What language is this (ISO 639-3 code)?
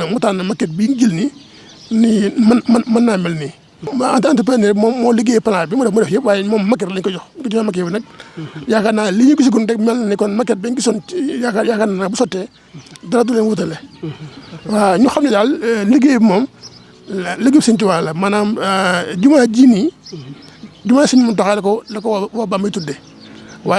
wol